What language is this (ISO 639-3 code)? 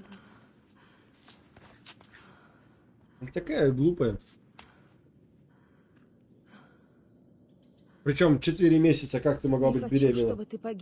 rus